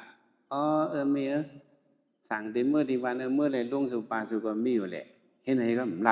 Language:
Shan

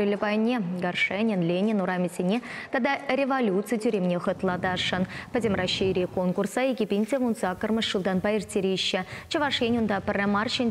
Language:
Chuvash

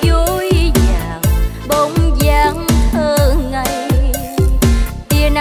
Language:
Vietnamese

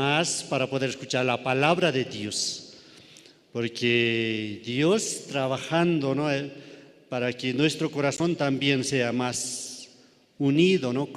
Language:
South Bolivian Quechua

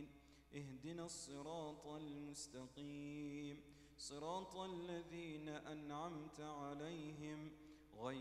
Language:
Arabic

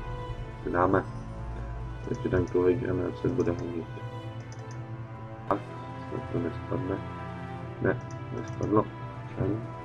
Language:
Czech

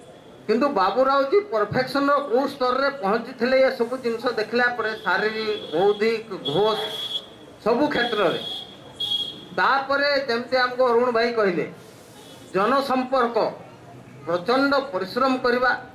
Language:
Odia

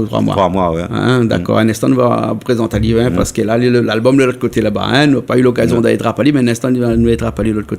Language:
Réunion Creole French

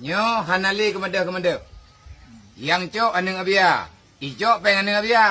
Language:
Achinese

